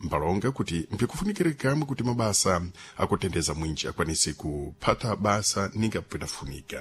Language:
Sena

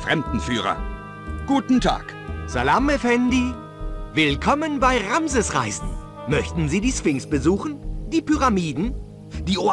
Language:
Bavarian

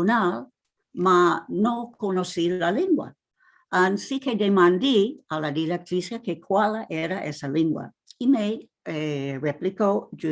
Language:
Ladino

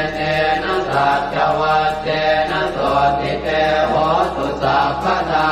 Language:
Pali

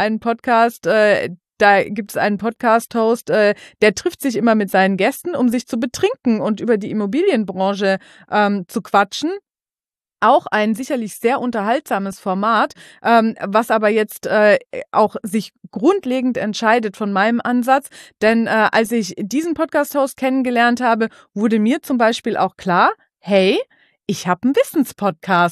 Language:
German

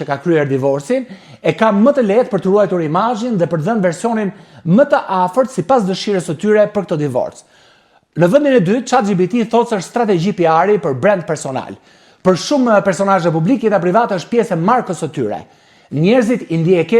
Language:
Albanian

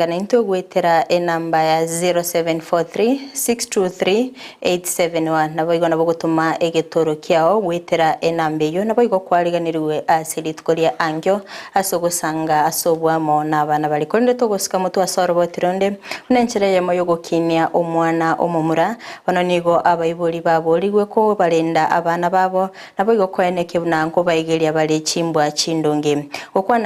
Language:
Gusii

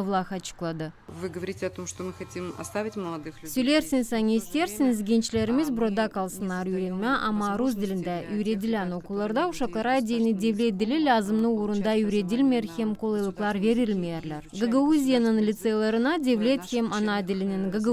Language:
Gagauz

